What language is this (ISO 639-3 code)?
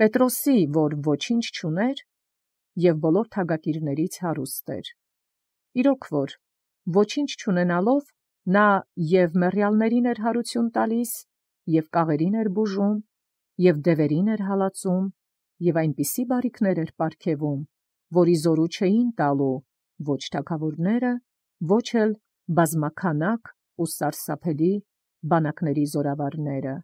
hye